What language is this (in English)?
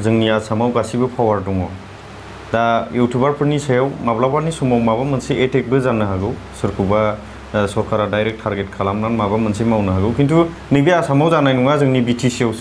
Bodo